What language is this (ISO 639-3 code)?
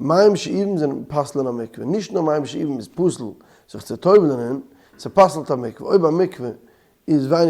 yid